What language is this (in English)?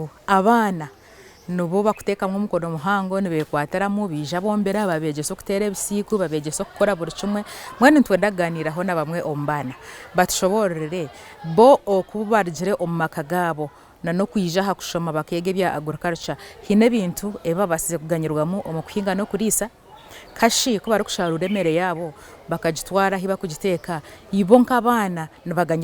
Nyankole